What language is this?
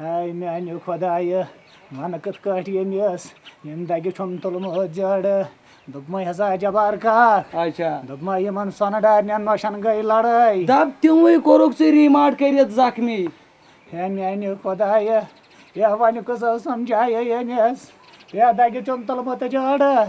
Kashmiri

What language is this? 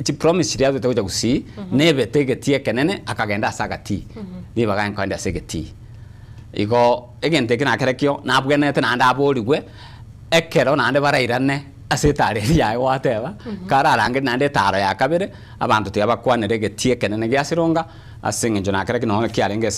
Gusii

